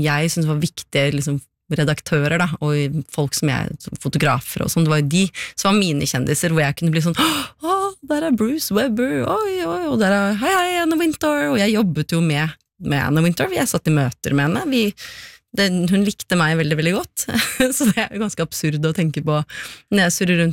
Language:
Norwegian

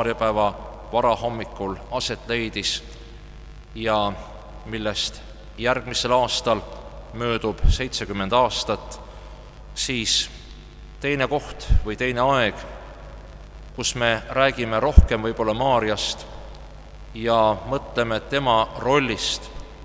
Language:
Estonian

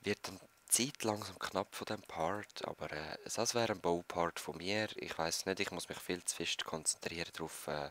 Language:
Swiss German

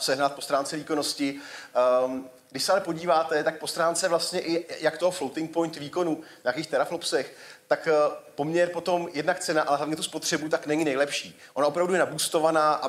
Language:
Czech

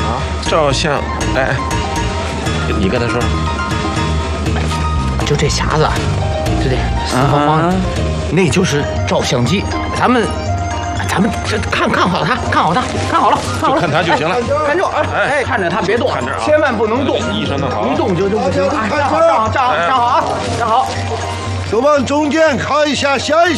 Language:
Chinese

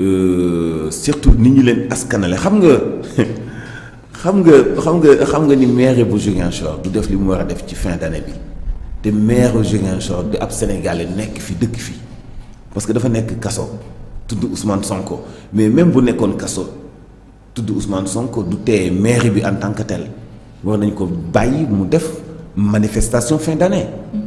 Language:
Wolof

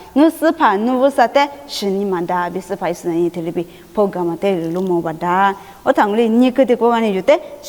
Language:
Lisu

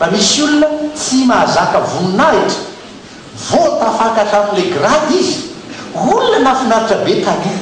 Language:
Malagasy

